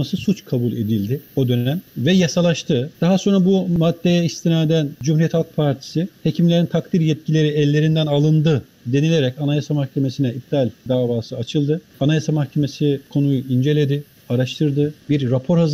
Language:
Turkish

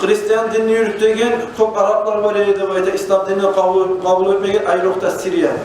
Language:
Kumyk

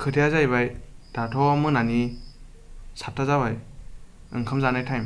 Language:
Bodo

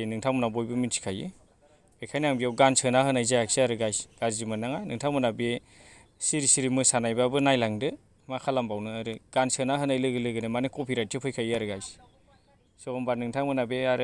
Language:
Bodo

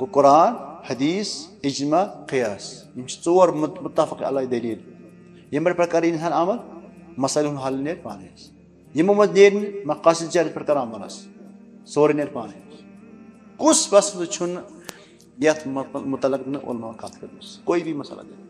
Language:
Kashmiri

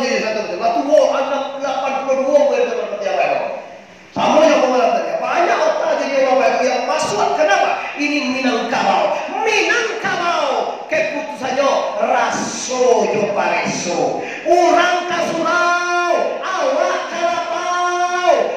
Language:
Minangkabau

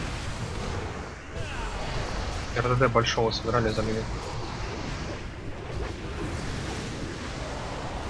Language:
Russian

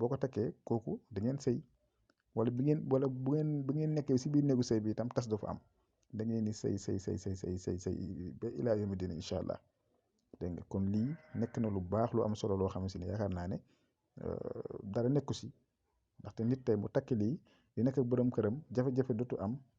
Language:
Wolof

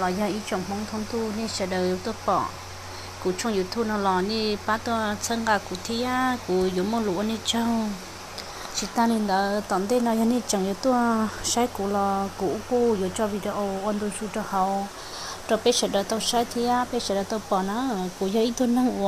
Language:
Hmong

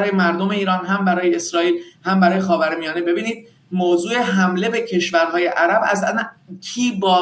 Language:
Persian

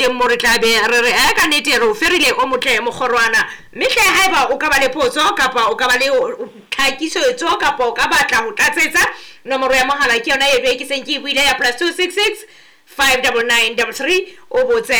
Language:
Southern Sotho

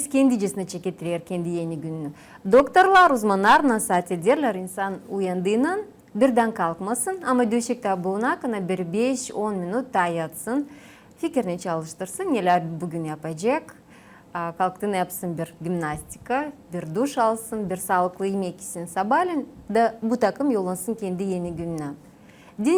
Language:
Gagauz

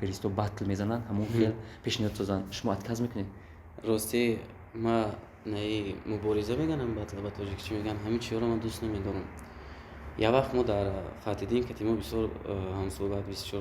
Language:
Tajik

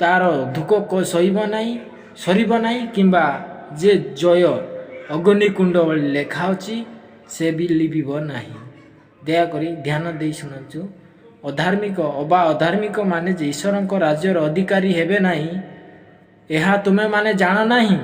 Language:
Odia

